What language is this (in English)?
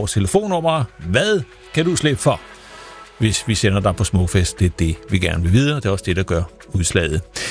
Danish